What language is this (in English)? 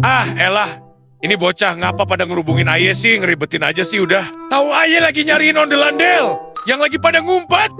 Betawi